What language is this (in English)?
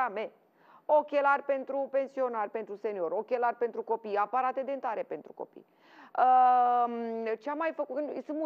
Romanian